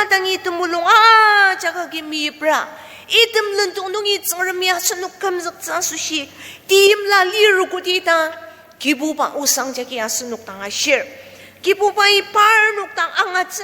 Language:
Ao Naga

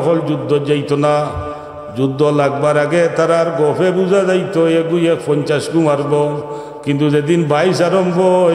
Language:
Sylheti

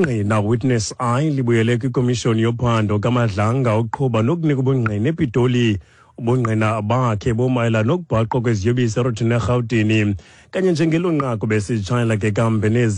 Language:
Xhosa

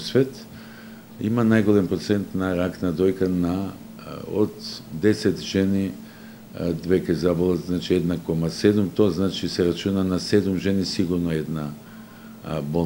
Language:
Macedonian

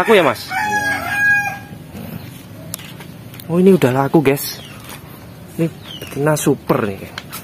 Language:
Indonesian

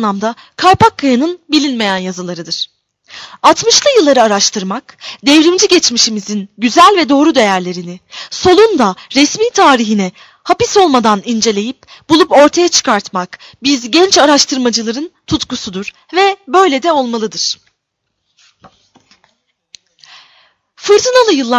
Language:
Turkish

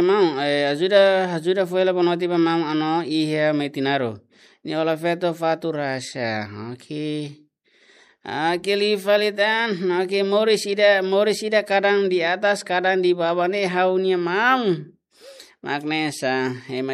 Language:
Tetum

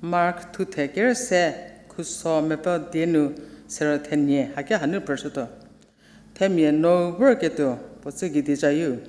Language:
Angami Naga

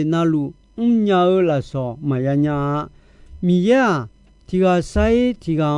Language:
Akha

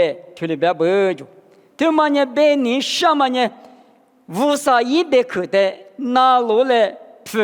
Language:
Lisu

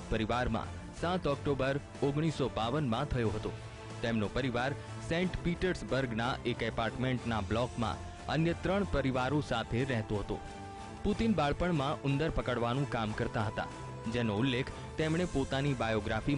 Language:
Gujarati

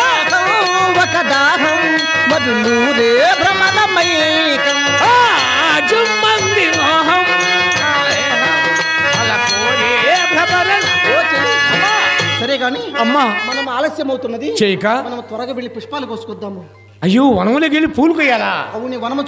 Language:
Telugu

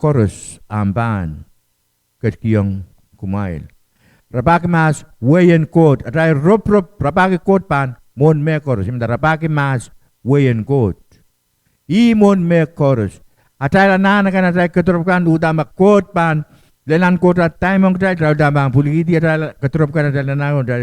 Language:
Pohnpeian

